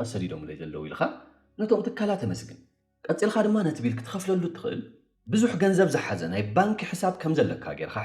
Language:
Tigrinya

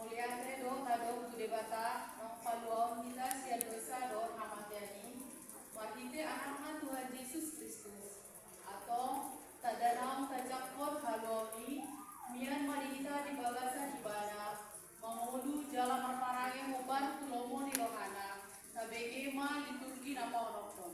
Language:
Batak Toba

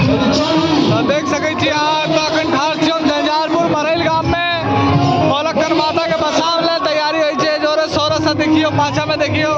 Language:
Maithili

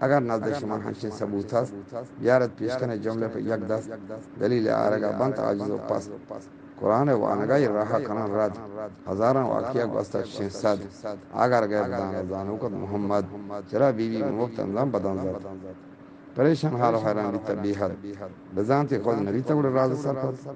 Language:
Eastern Balochi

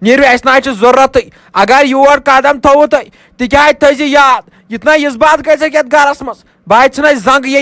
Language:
Kashmiri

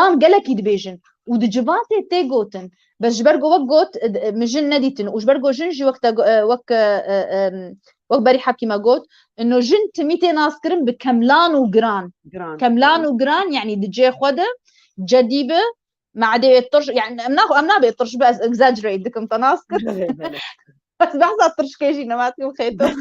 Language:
Kurdish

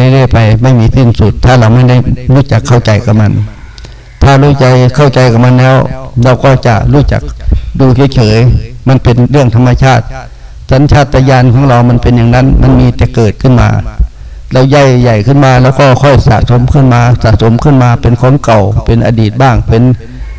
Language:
Thai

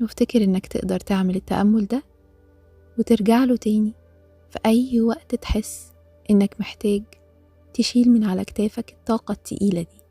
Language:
Egyptian Arabic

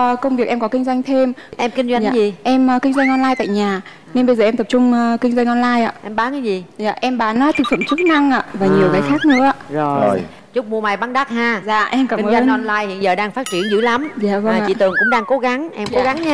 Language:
Vietnamese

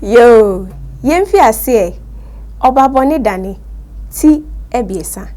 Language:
Akan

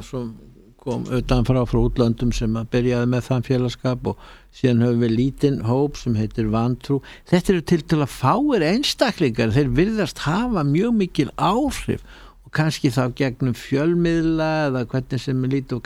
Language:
Icelandic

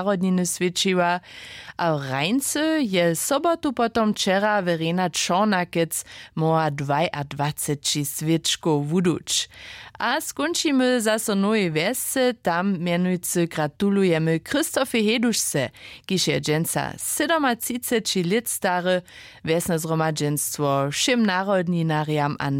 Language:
Upper Sorbian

